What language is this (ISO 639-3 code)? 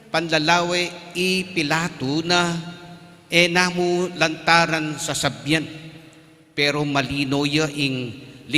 pam